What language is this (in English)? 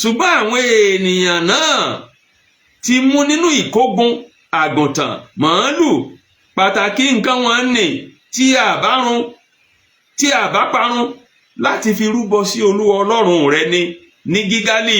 Yoruba